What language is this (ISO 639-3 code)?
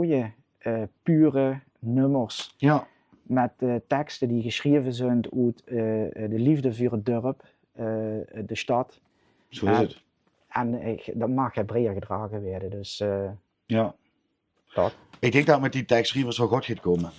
lim